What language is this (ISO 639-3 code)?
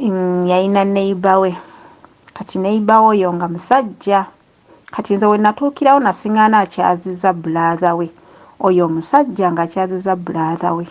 lug